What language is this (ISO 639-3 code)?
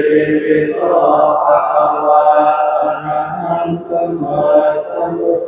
pli